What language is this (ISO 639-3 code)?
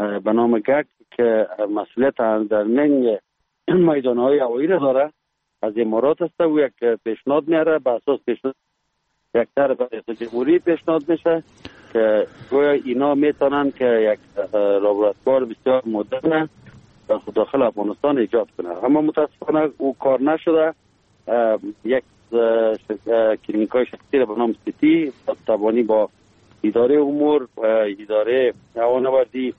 fas